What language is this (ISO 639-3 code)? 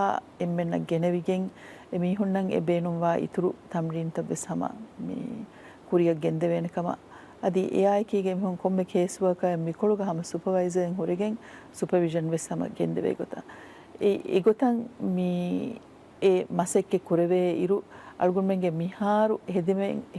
div